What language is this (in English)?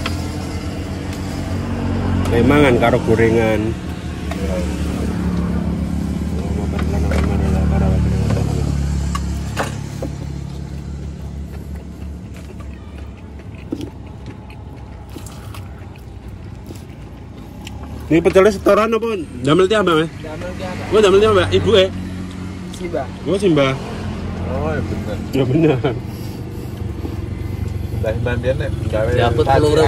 Javanese